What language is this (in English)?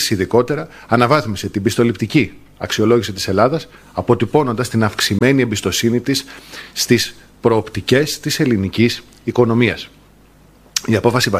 Greek